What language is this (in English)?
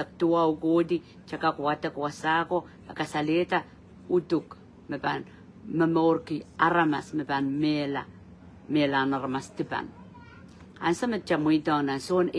Pohnpeian